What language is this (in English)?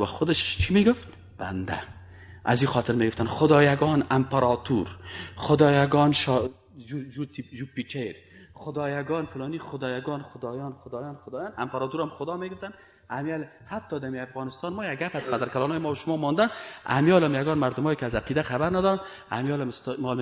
Persian